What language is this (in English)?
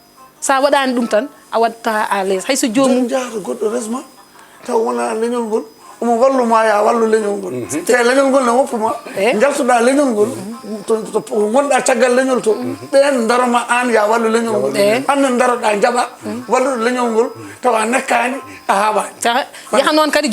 Fula